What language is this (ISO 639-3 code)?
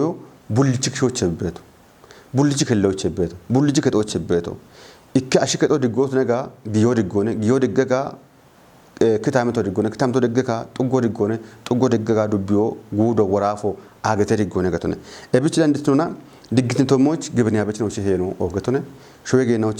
kbr